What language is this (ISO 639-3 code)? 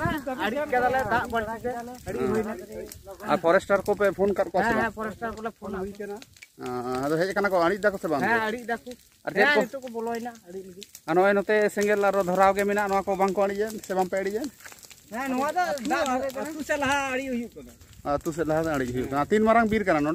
sat